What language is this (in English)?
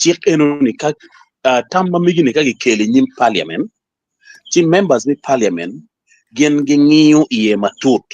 Acoli